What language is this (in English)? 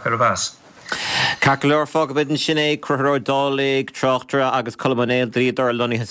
Irish